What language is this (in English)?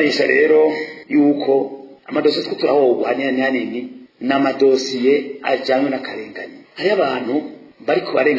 Rundi